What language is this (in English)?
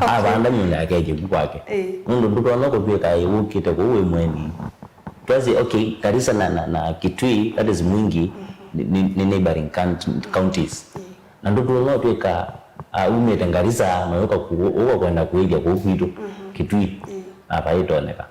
Kamba